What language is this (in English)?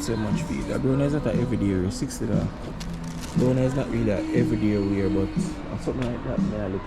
Jamaican Creole English